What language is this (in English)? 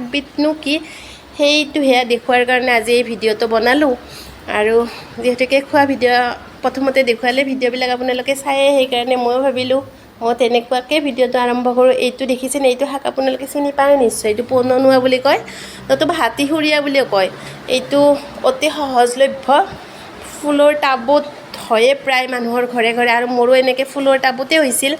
Assamese